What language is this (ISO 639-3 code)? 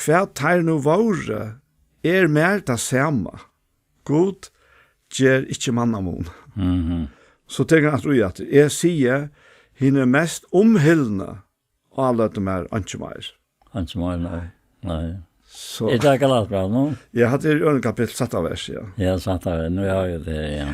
fao